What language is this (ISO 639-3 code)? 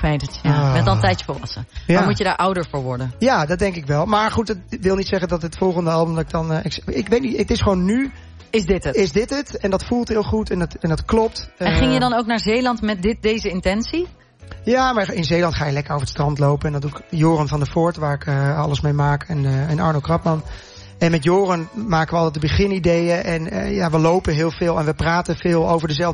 nld